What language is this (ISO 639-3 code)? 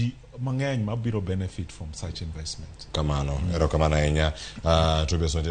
luo